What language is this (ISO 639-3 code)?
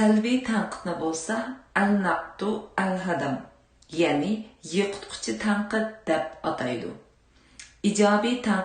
uig